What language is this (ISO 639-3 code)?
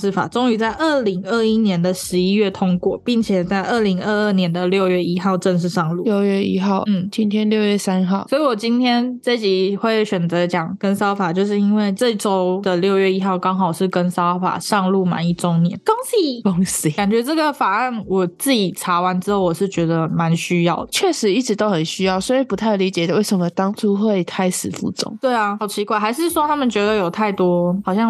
zho